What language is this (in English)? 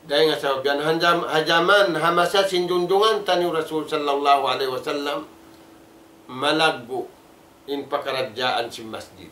Tausug